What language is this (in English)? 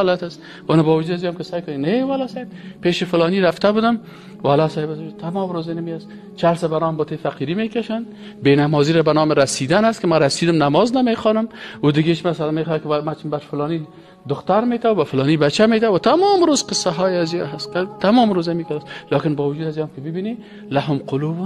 Persian